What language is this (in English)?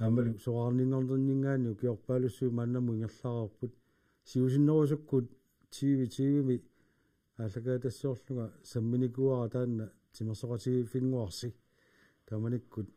Kalaallisut